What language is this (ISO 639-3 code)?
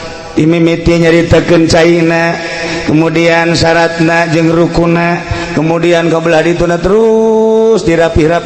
sun